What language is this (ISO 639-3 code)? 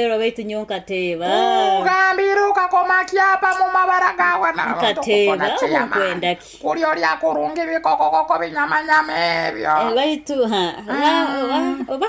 nyo